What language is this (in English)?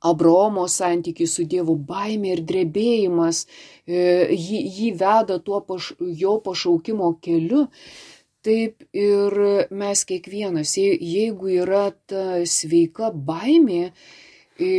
Lithuanian